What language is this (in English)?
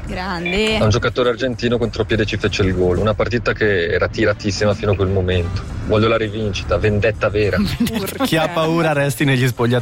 Italian